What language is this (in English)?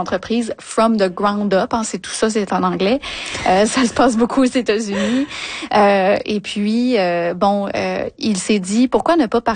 French